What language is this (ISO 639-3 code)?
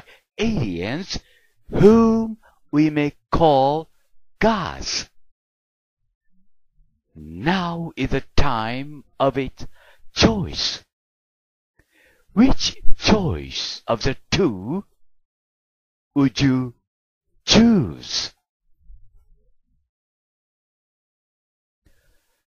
jpn